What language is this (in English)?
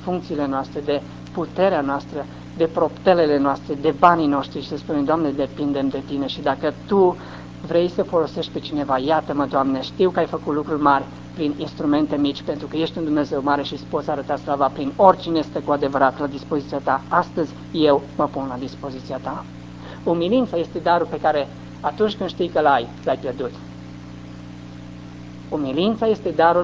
Romanian